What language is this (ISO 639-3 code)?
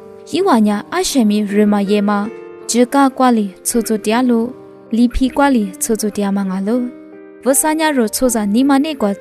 lis